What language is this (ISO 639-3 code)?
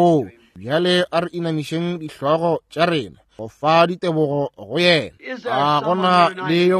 nso